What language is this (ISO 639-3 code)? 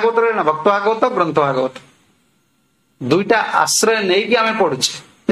ori